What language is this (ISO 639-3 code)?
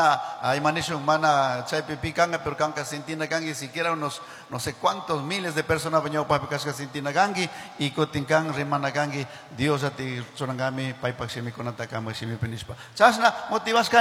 qug